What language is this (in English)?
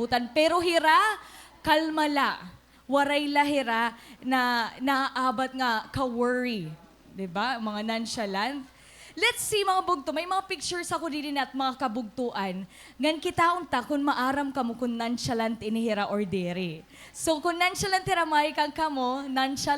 Waray